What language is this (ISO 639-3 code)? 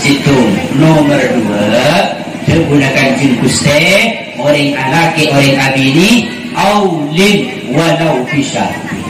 mad